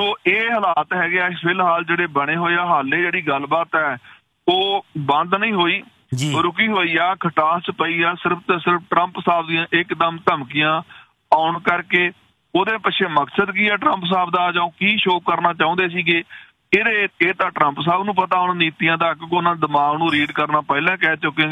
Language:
Punjabi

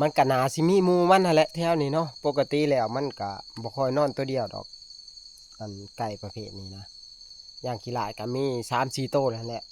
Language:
Northeastern Thai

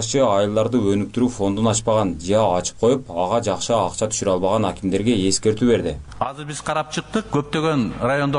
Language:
Kyrgyz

